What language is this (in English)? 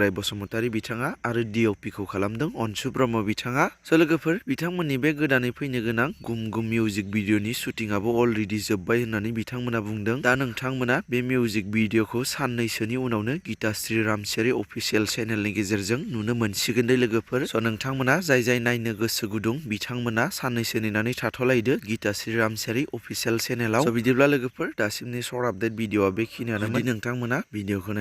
Bodo